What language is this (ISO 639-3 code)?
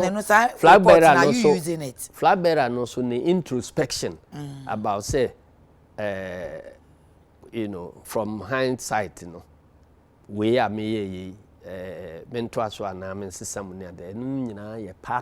aka